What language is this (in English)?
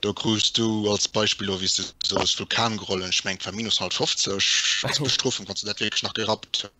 Luxembourgish